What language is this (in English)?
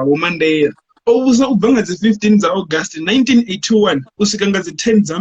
Venda